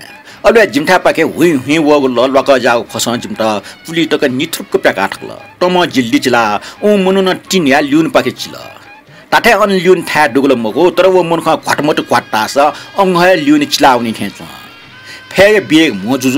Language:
Newari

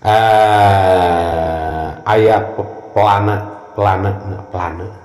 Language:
Sundanese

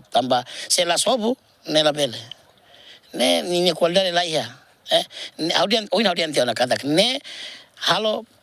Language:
Tetum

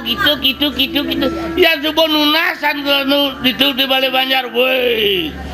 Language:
Balinese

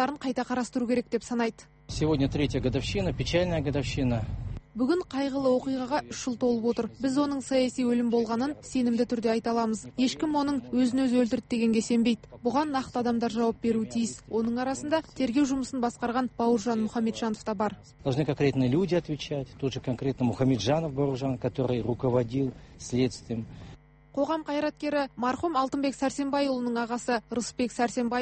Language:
Kazakh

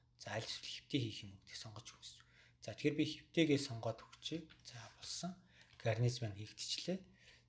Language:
Mongolian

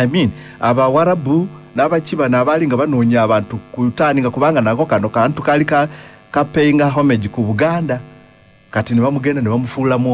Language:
Ganda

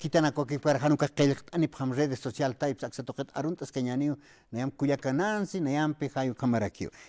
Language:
Aymara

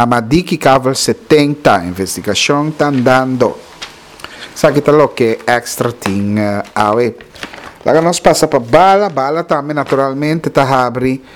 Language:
Papiamento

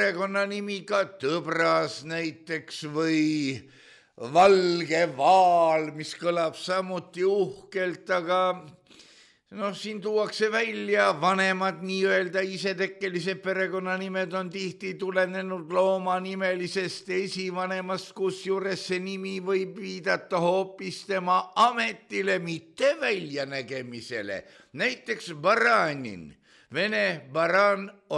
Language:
Estonian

